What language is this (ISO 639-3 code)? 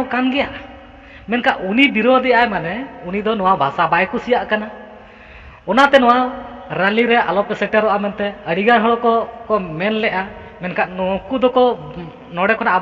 sat